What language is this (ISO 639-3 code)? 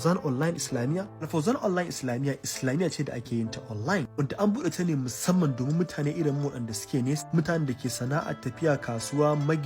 hau